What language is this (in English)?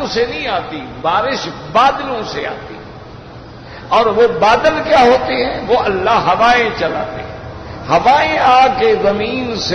Urdu